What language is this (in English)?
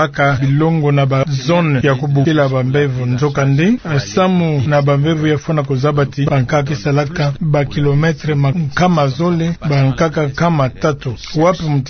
Kituba (Democratic Republic of Congo)